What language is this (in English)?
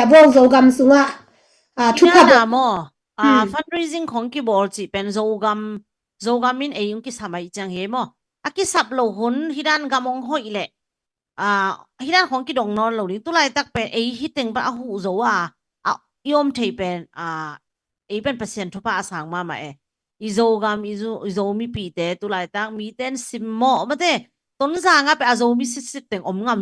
Tedim Chin